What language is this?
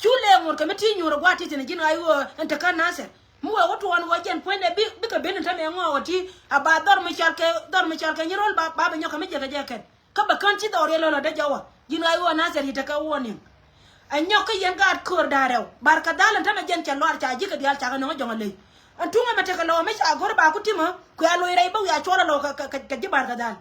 Nuer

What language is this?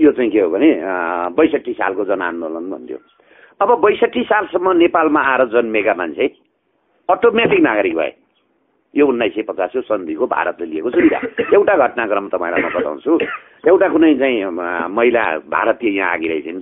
Nepali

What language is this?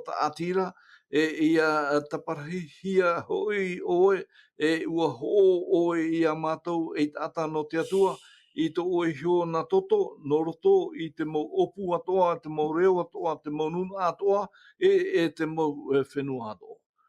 Tahitian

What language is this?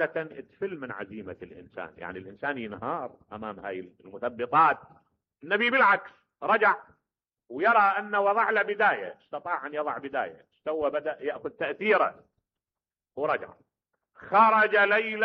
Mesopotamian Arabic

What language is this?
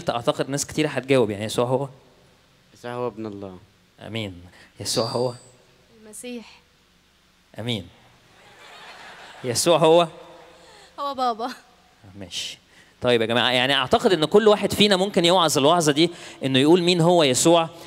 Egyptian Arabic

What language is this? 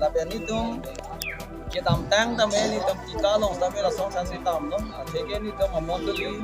Karbi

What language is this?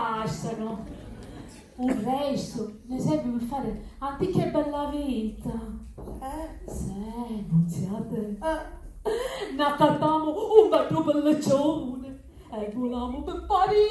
Sicilian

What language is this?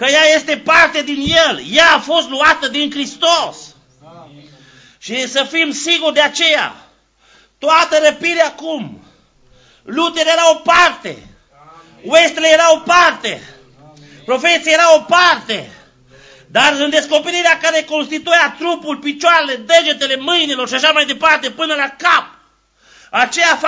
Romanian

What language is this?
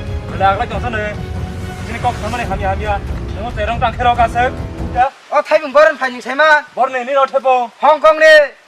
Kok Borok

